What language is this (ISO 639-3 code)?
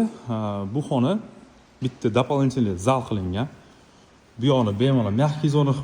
uzb